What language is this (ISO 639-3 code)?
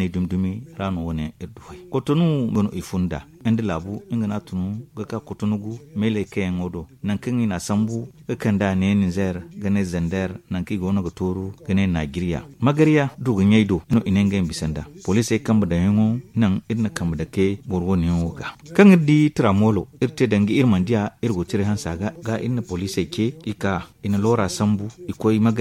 dje